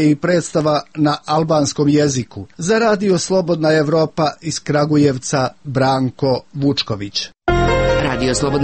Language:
Serbian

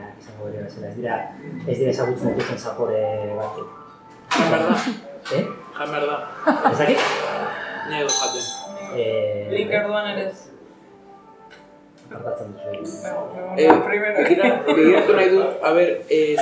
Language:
Basque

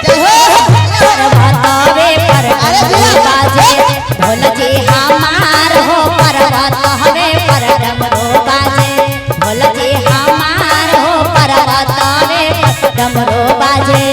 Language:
Magahi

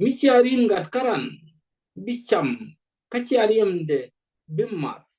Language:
Nuer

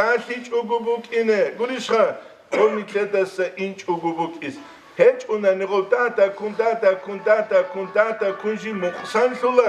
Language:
Avaric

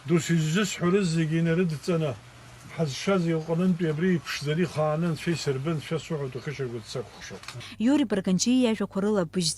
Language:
Abkhazian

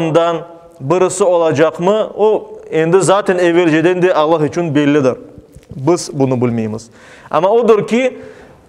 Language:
Crimean Tatar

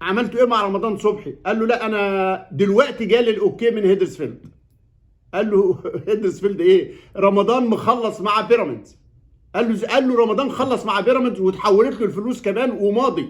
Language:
Egyptian Arabic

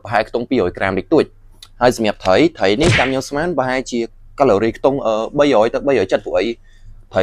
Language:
Khmer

